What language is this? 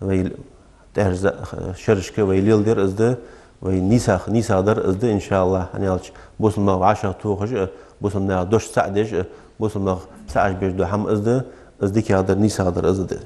Ingush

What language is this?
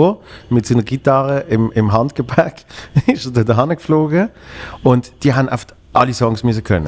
Swiss German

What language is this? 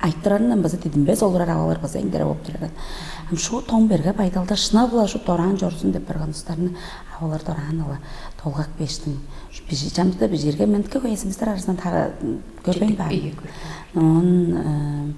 Tuvinian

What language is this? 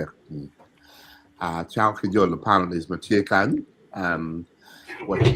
Acoli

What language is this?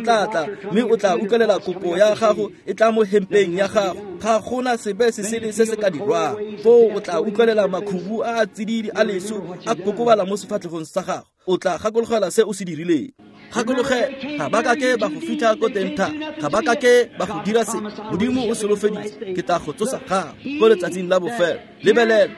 Tswana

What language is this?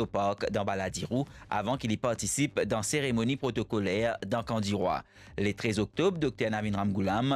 Morisyen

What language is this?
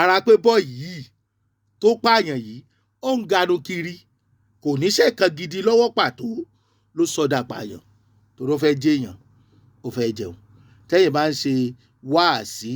Yoruba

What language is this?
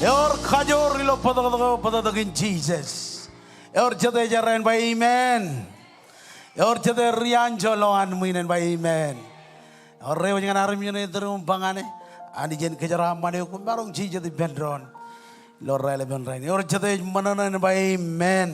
Marshallese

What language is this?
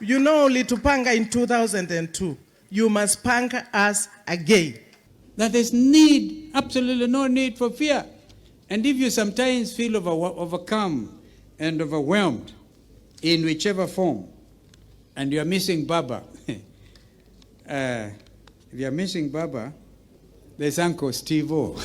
Kamba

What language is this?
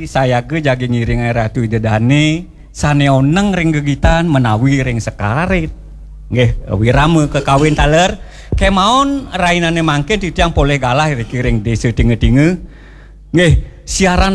Balinese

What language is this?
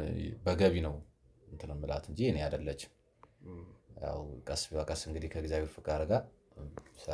Amharic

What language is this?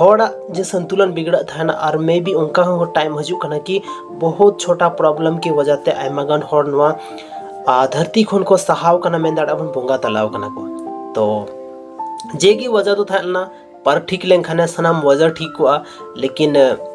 Santali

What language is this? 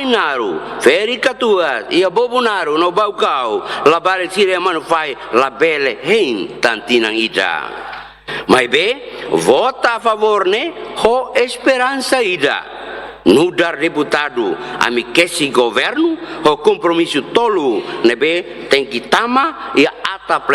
Tetum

